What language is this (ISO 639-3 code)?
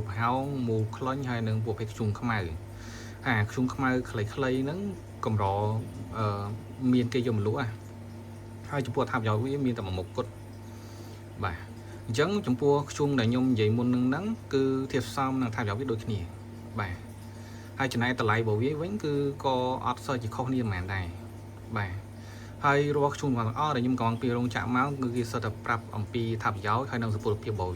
khm